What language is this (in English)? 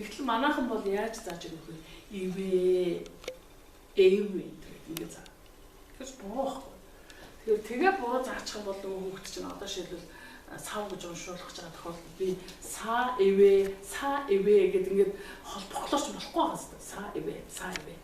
Mongolian